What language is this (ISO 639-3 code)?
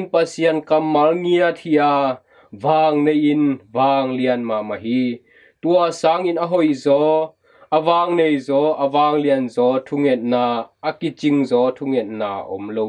ctd